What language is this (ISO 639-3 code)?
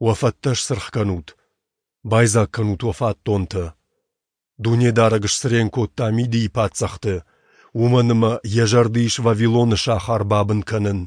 oss